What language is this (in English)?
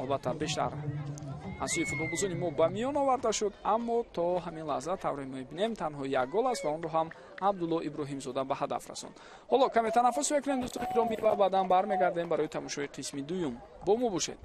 Tajik